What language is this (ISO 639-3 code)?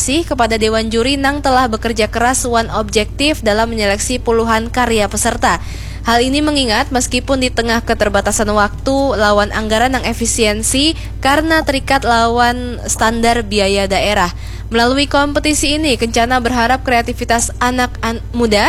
bjn